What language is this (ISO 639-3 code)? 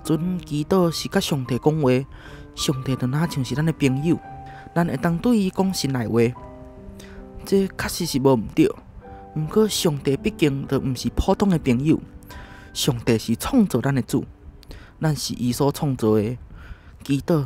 nan